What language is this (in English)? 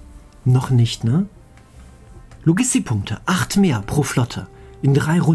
German